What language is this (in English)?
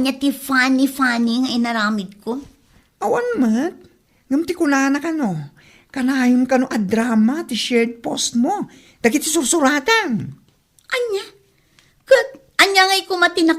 Iloko